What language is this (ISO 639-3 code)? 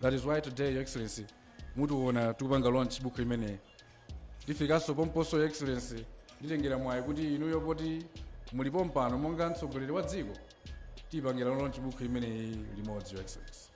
nya